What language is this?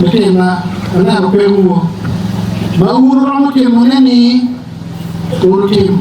Acoli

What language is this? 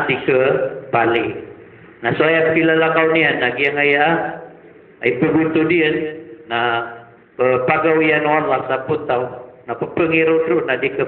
Maranao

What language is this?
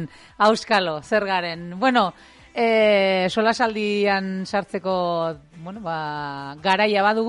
Basque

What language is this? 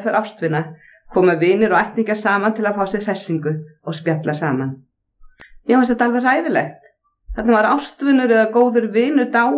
Icelandic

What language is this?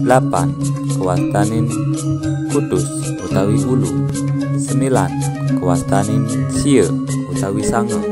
Balinese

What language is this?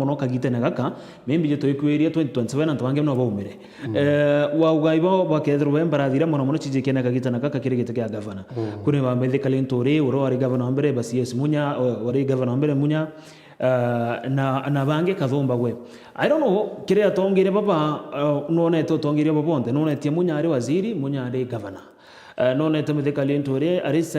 Meru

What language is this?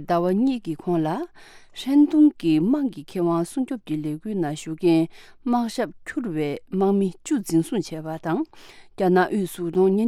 Tibetan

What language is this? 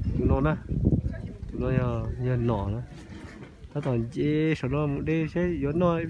Hmong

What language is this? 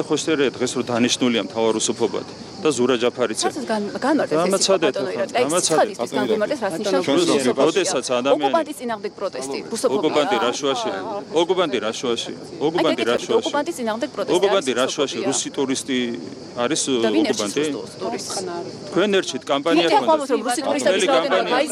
Georgian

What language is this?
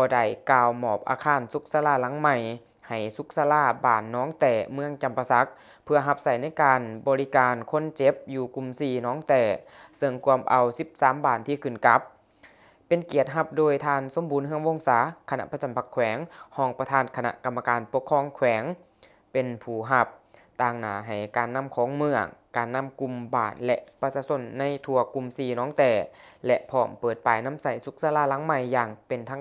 Lao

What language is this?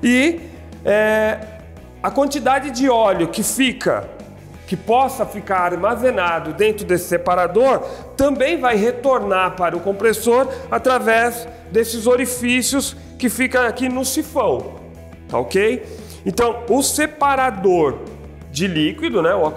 Portuguese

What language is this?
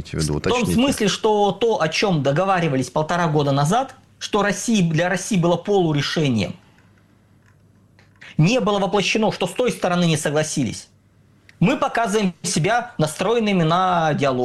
Russian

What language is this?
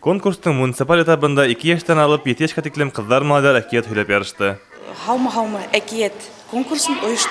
Bashkir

